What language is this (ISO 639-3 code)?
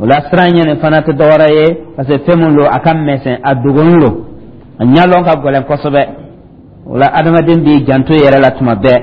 dyu